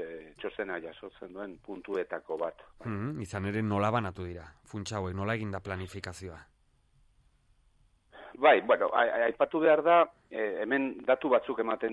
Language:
Basque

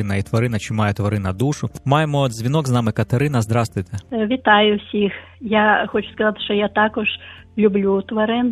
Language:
Ukrainian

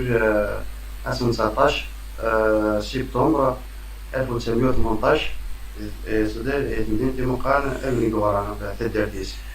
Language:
Kabyle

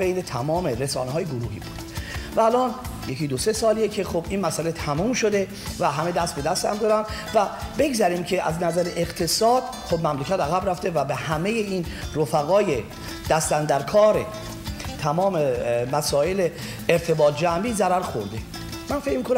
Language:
Persian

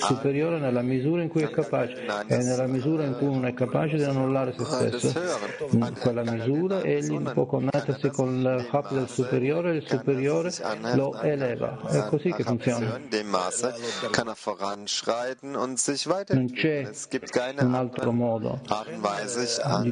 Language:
Italian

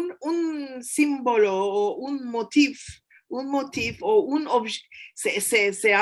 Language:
Ladino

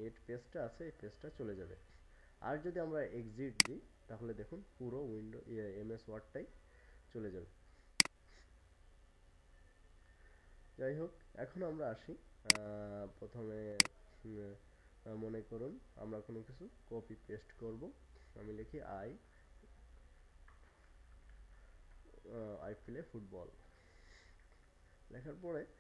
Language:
Bangla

